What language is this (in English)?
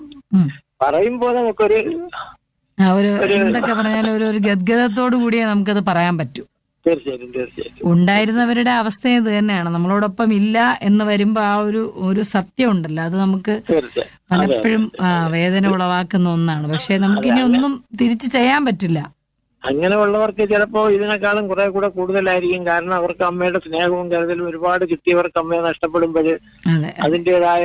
Malayalam